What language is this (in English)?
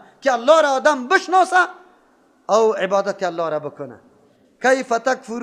Persian